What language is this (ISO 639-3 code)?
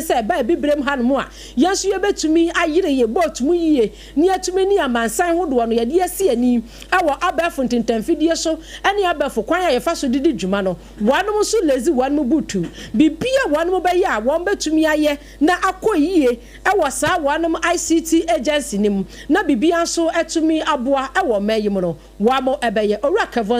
aka